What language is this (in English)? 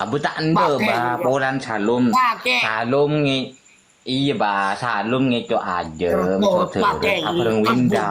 Madurese